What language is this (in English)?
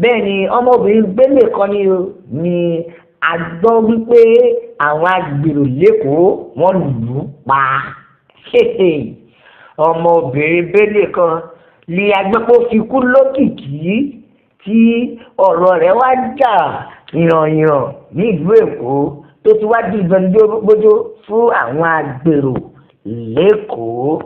Yoruba